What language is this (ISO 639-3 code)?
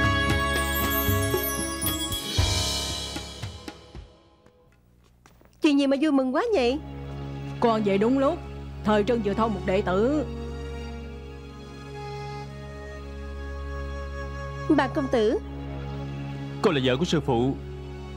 vie